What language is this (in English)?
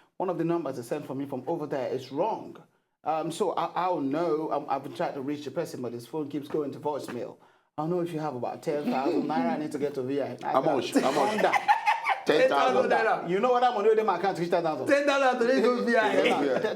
Nigerian Pidgin